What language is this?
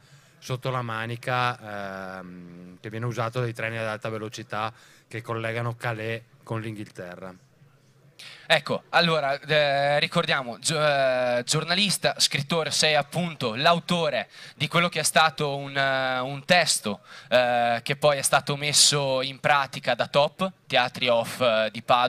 Italian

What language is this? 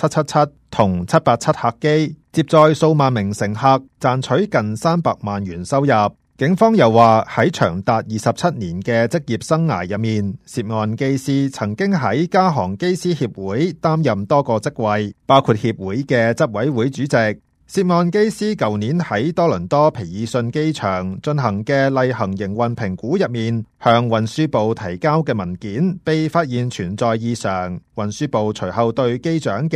Cantonese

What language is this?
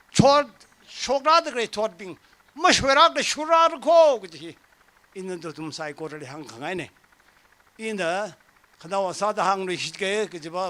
Tangkhul Naga (India)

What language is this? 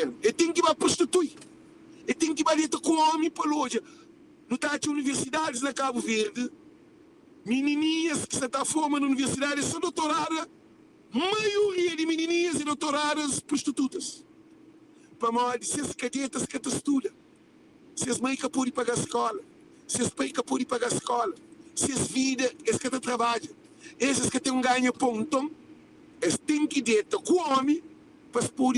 Kabuverdianu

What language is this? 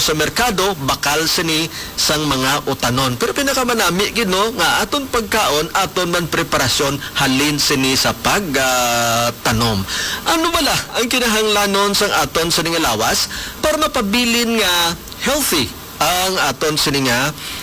Hiligaynon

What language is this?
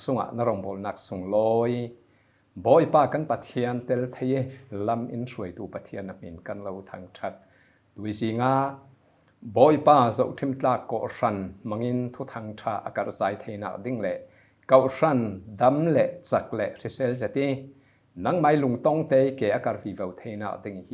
Falam Chin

